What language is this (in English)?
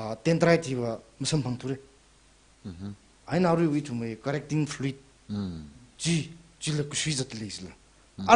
Tangkhul Naga (India)